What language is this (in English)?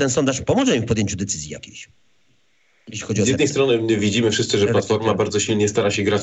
Polish